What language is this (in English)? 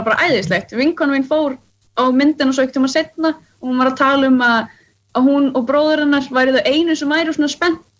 Icelandic